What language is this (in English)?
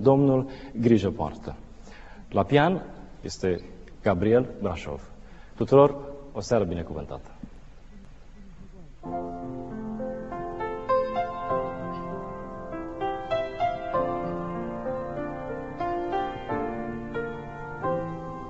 Romanian